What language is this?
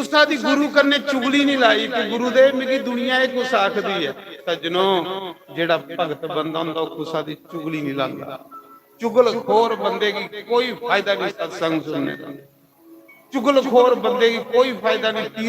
Dogri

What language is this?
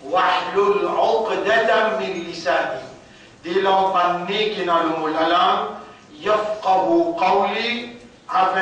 Morisyen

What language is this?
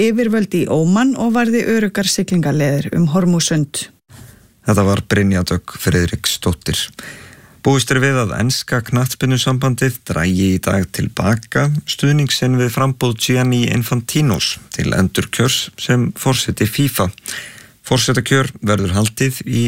Icelandic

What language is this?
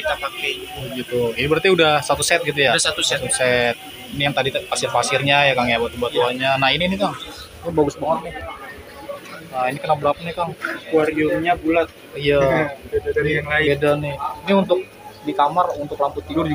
Indonesian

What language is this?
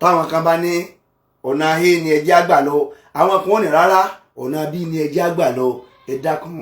Yoruba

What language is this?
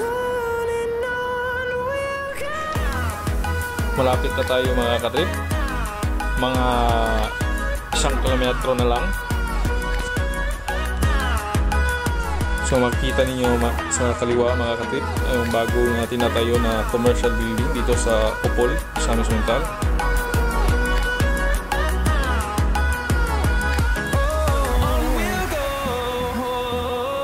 Filipino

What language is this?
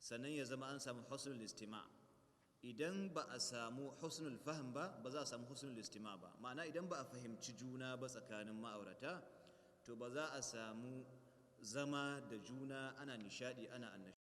Hausa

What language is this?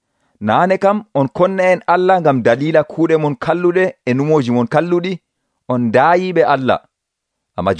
Nigerian Fulfulde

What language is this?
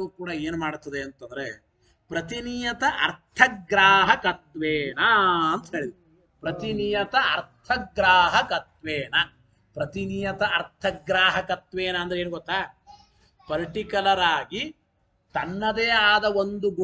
Kannada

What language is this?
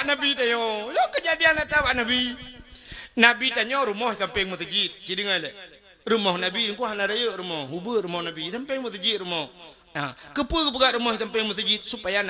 Achinese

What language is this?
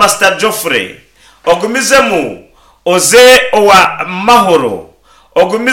Nyankole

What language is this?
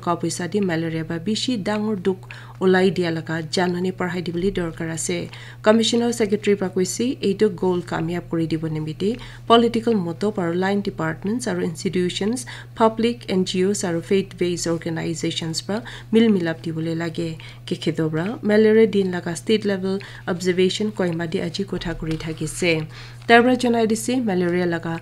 Naga Pidgin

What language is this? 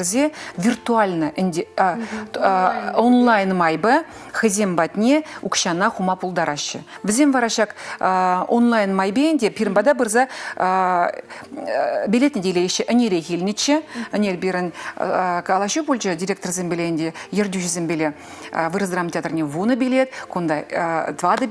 Chuvash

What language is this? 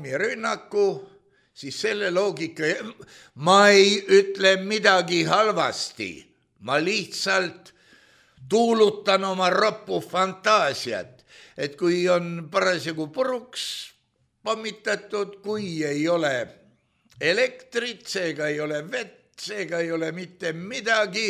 Estonian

